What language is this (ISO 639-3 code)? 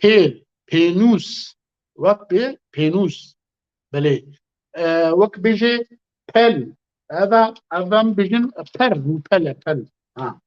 kur